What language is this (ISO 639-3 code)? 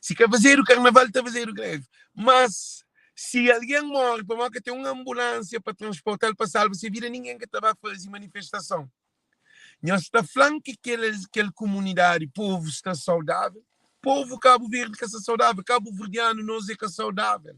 kea